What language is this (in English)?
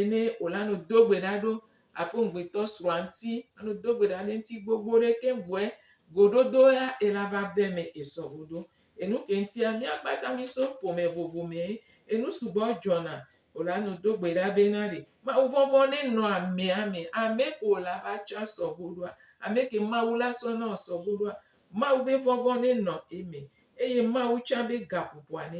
Gen